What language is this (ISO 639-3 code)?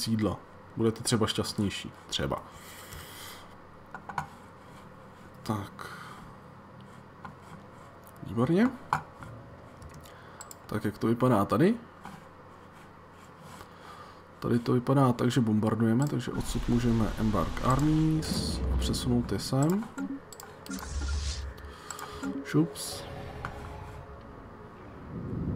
ces